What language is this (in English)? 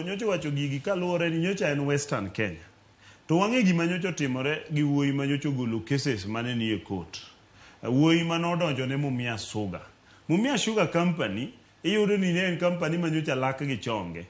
Luo (Kenya and Tanzania)